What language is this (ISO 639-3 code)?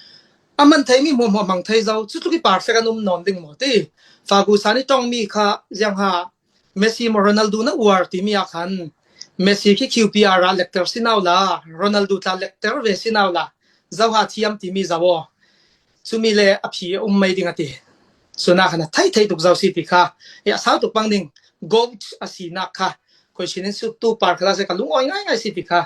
cfm